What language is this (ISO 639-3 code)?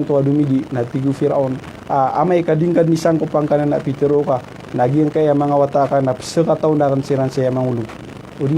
mrw